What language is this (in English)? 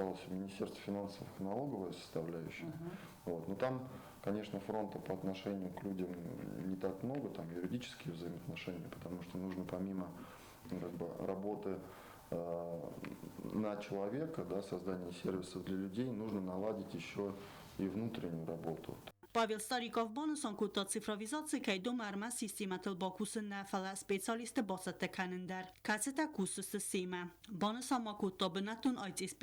Ossetic